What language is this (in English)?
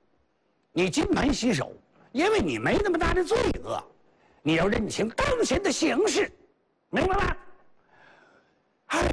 Chinese